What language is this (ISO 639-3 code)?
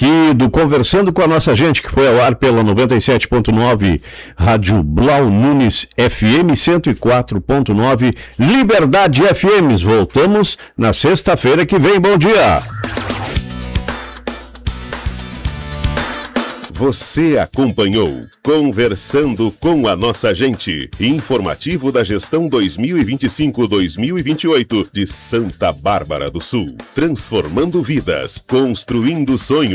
por